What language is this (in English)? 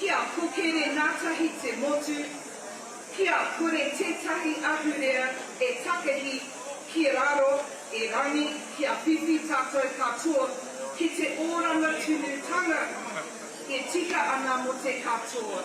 Māori